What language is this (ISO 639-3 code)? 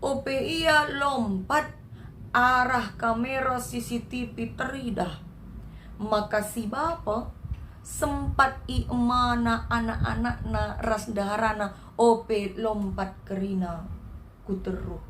btx